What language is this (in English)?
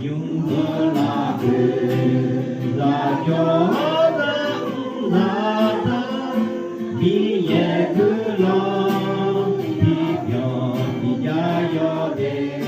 Akha